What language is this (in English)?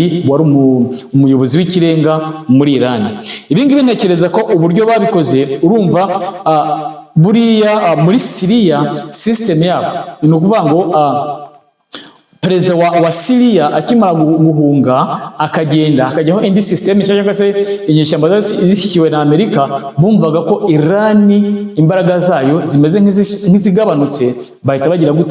Kinyarwanda